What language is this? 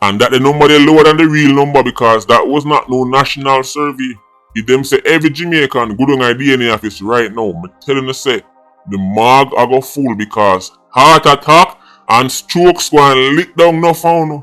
Jamaican Creole English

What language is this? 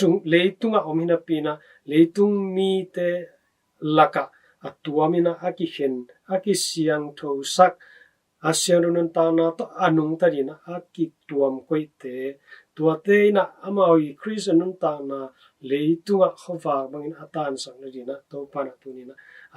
Tedim Chin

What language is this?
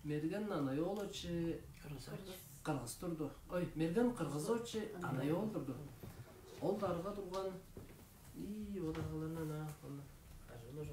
Tuvinian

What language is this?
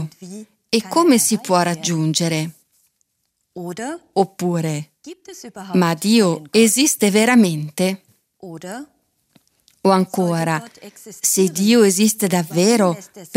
Italian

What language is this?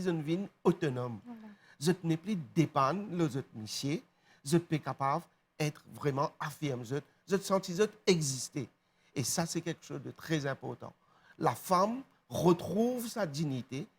Morisyen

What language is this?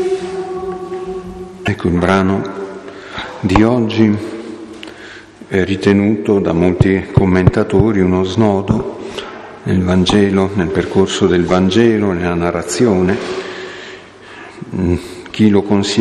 Italian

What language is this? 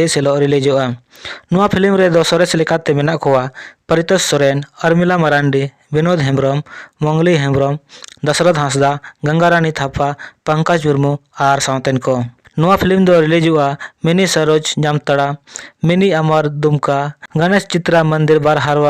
Santali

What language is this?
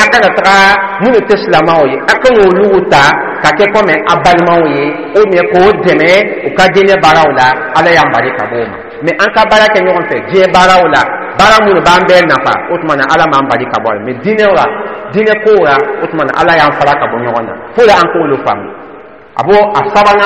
Dyula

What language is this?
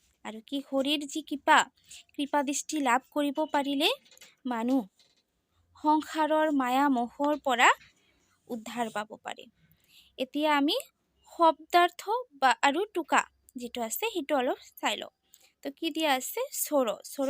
Assamese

